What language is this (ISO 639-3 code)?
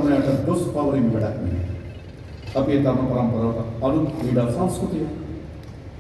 sin